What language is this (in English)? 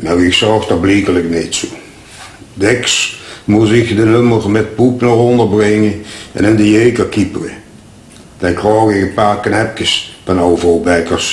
Limburgish